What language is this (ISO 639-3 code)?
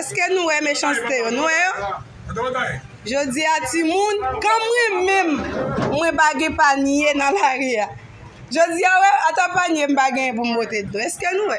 hat